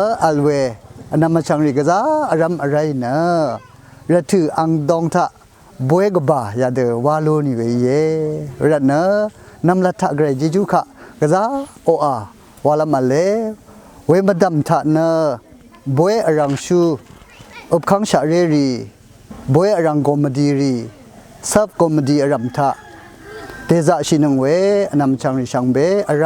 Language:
Rawang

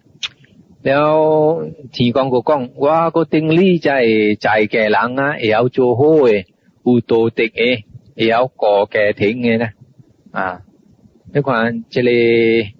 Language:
Min Nan Chinese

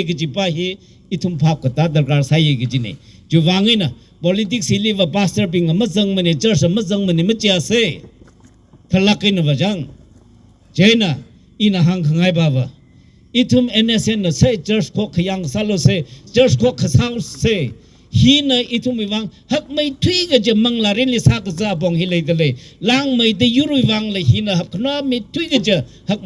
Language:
Tangkhul Naga (India)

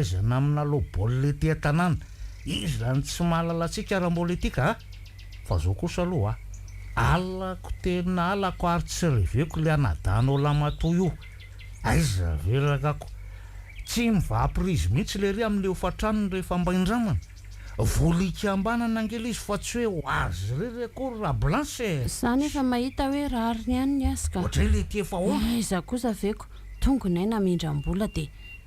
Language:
Malagasy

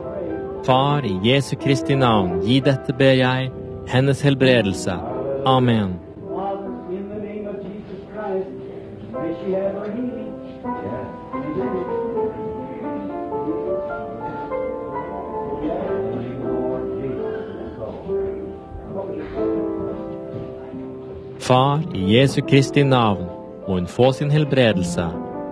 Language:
Norwegian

